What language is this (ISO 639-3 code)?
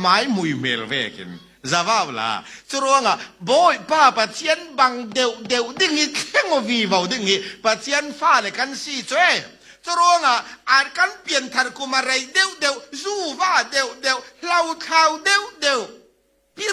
cfm